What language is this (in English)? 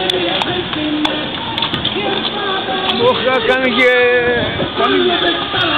Greek